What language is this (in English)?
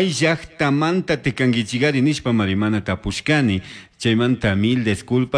Chimborazo Highland Quichua